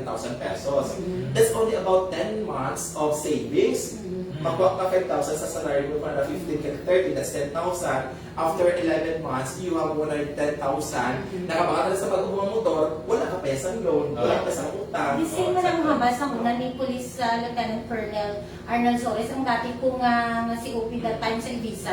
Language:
Hiligaynon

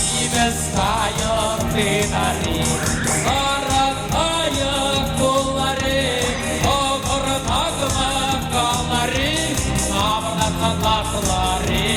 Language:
Chuvash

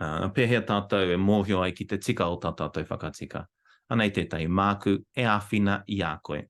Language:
Māori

